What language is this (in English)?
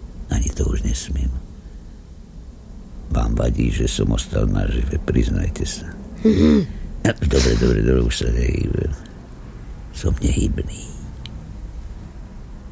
Slovak